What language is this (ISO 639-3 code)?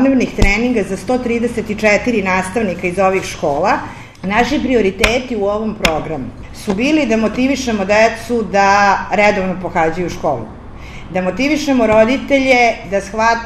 srp